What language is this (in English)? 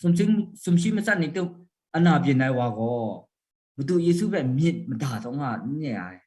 Kachin